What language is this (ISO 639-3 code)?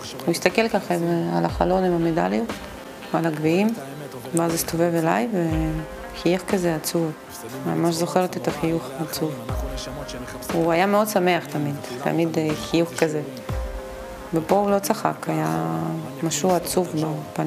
heb